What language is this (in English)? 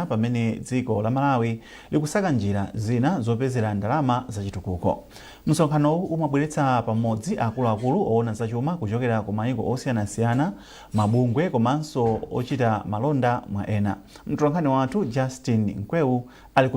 Nyanja